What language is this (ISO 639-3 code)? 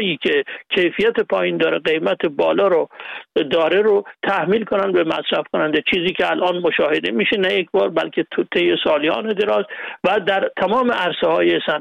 fas